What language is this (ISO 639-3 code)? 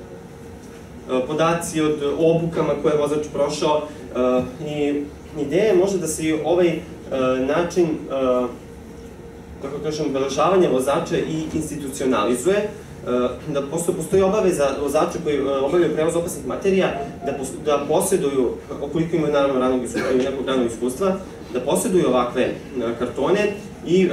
srp